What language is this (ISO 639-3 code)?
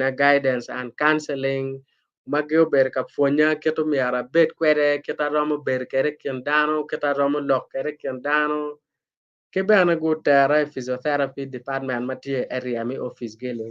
ach